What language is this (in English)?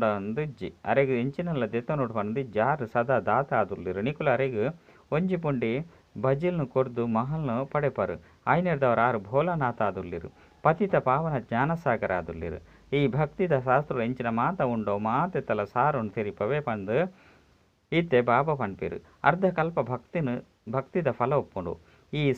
Tulu